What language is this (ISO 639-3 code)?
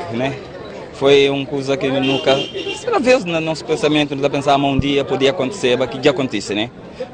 kea